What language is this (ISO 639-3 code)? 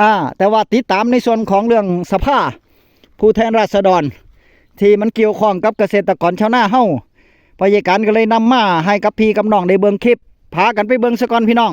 tts